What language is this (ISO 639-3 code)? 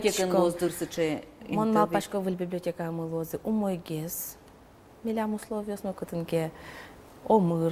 udm